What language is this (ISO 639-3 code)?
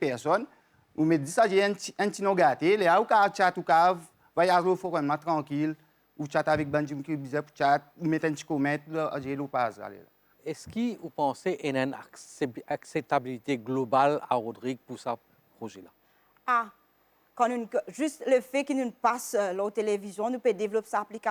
mfe